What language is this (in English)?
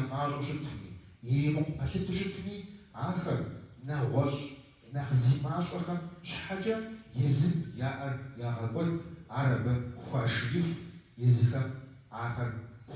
Kabardian